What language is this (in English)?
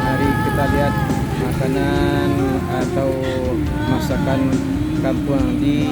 Minangkabau